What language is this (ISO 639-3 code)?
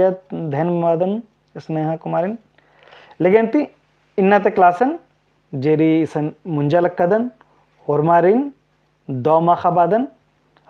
kru